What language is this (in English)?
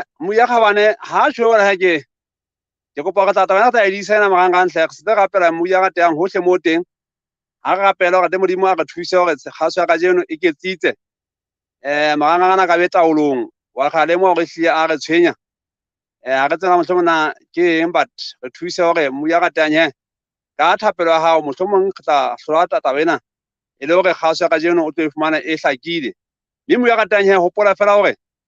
Southern Sotho